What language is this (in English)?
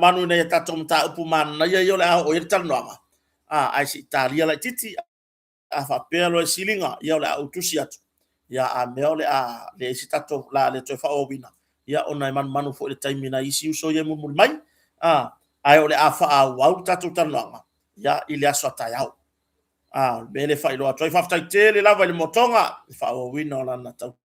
Samoan